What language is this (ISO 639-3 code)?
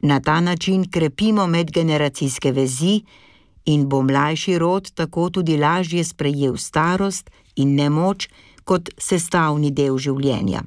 slv